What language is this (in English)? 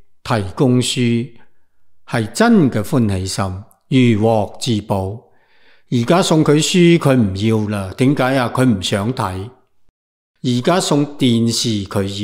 Cantonese